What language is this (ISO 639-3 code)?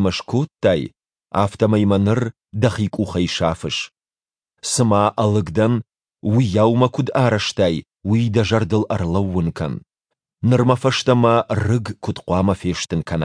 oss